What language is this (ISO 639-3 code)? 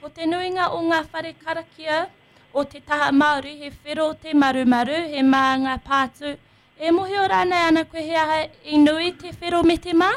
mri